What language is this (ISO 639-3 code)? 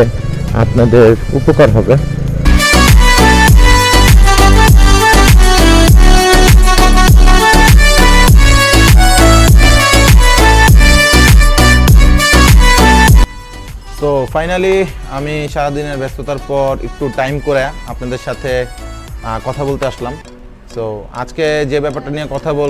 ben